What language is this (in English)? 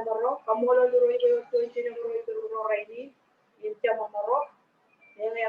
Marshallese